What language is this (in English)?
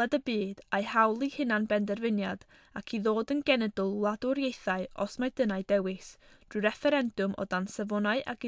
Welsh